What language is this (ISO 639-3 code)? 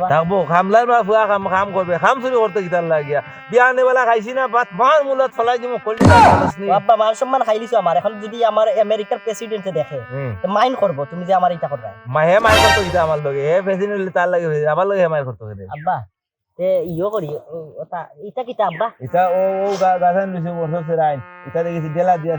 syl